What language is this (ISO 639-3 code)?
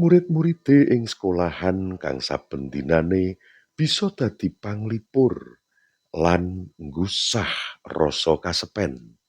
jav